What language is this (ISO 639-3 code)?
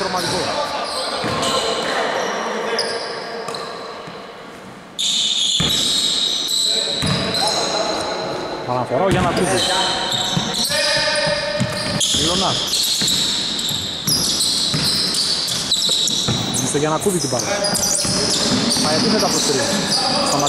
ell